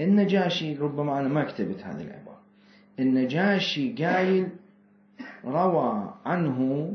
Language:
Mesopotamian Arabic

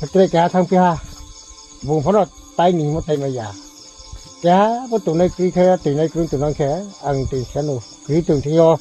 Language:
Riang (India)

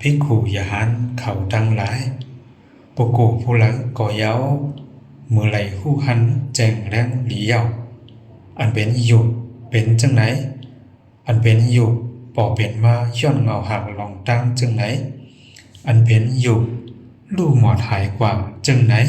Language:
Shan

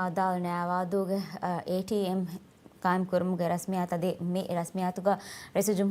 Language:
Divehi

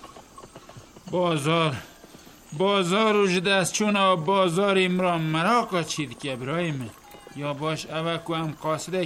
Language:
Persian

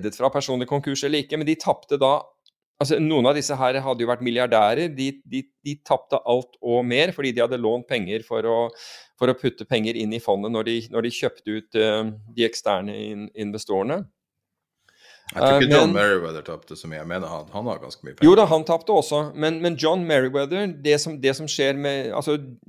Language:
Norwegian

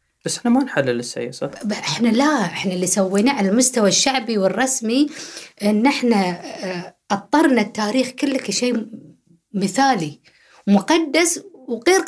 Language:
Gulf Arabic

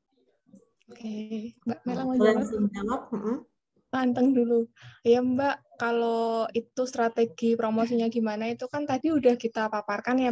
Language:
Indonesian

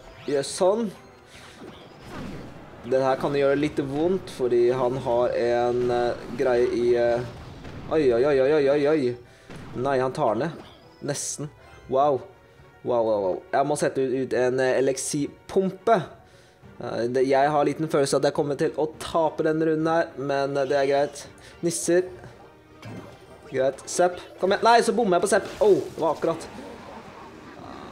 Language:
Norwegian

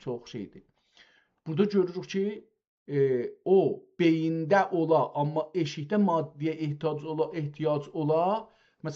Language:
South Azerbaijani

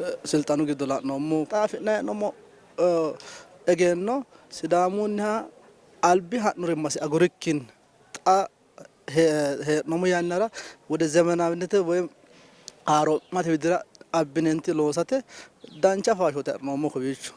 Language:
Sidamo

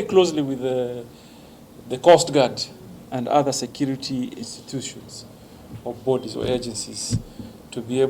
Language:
Kamba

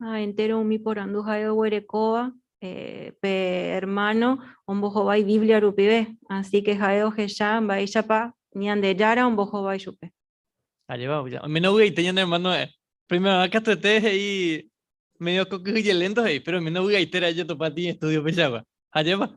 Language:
Guarani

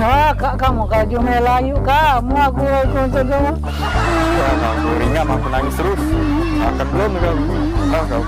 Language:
Musi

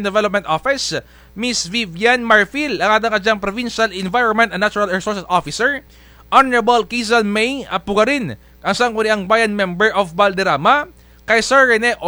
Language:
Kinaray-a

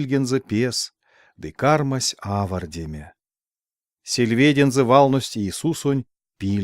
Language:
Erzya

